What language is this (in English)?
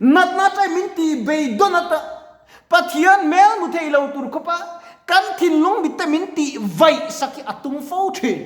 Mizo